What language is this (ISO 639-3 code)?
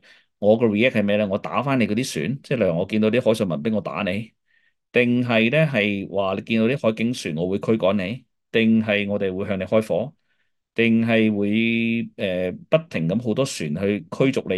yue